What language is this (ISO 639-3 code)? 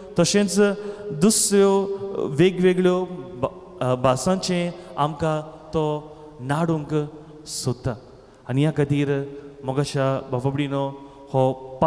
kok